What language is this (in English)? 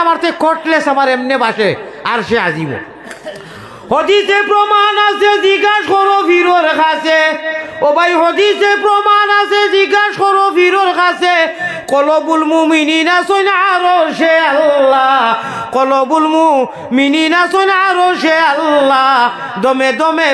Sylheti